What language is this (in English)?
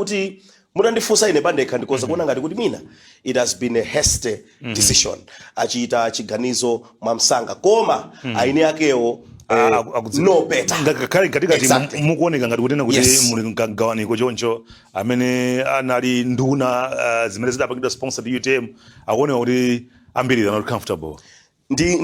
Nyanja